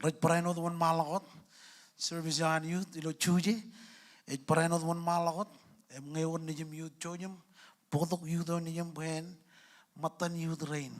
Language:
Marshallese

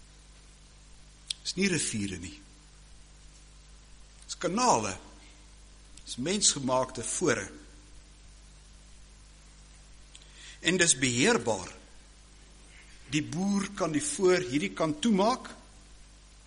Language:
Afrikaans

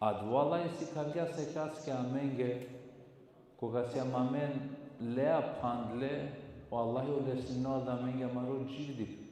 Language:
Balkan Romani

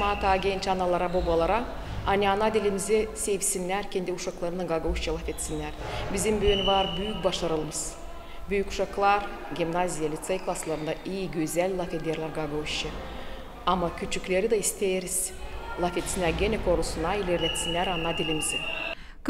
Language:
Gagauz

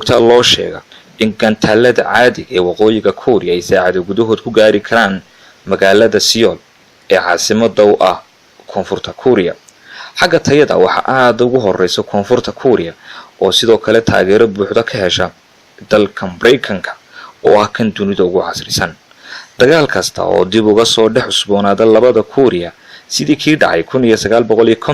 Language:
Somali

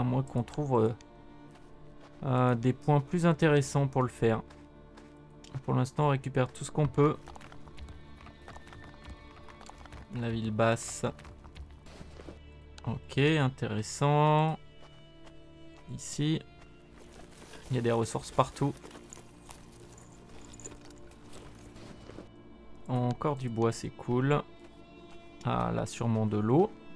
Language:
French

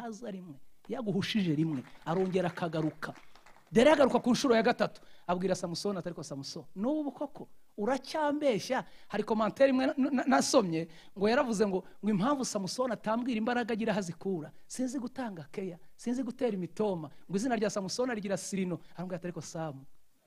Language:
Kinyarwanda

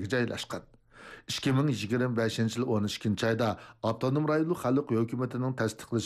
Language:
Uyghur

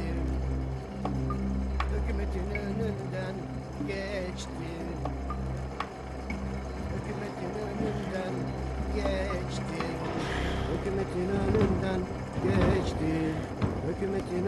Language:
Turkish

